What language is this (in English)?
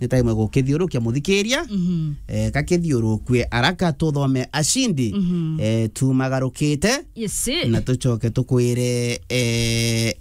Meru